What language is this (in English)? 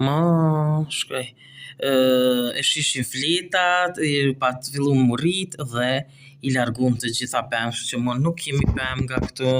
Albanian